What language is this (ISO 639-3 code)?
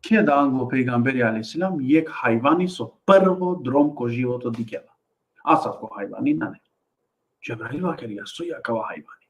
rmn